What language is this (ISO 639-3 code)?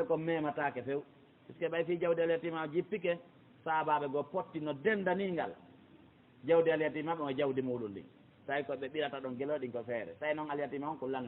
ful